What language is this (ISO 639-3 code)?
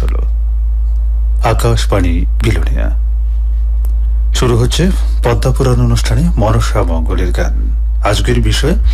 ben